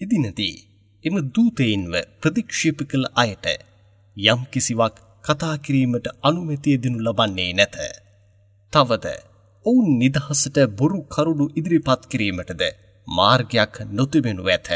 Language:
Sinhala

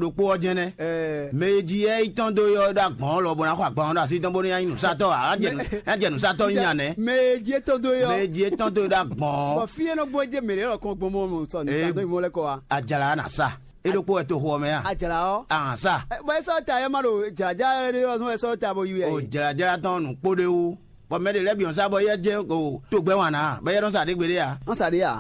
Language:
Fon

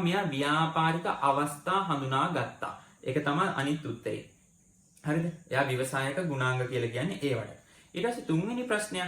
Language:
Sinhala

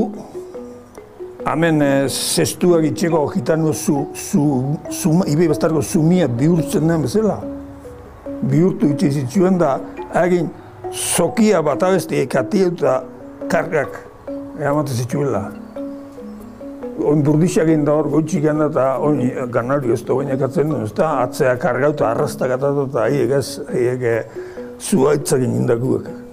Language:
Basque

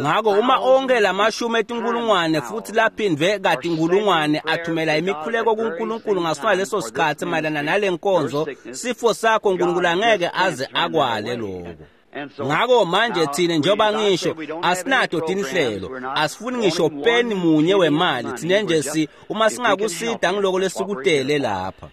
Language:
Swati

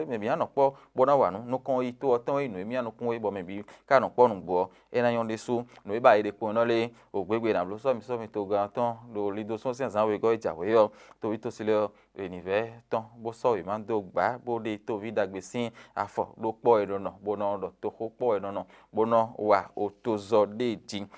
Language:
Fon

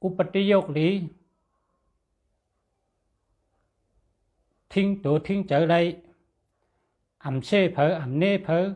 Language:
Shan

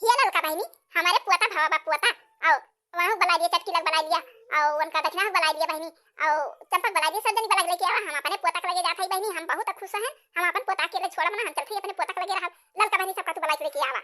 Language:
Awadhi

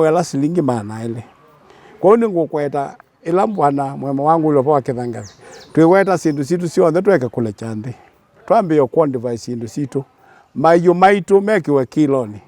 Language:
Kamba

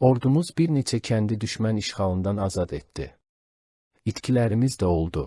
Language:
Azerbaijani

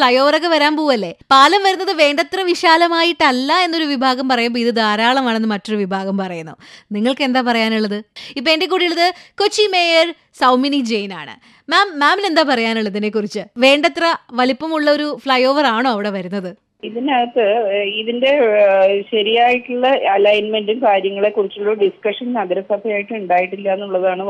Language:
Malayalam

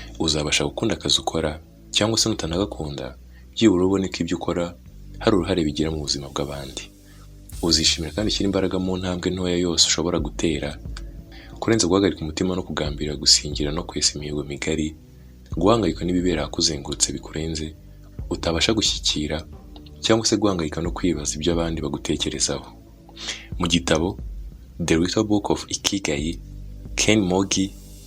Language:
Kinyarwanda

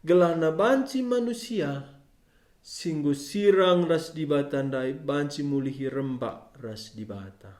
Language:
Batak Karo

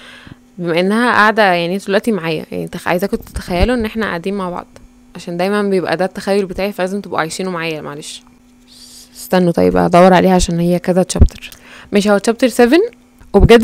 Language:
Egyptian Arabic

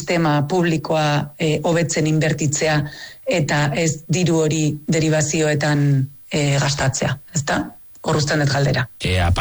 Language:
Basque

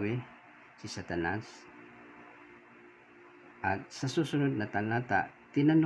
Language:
Filipino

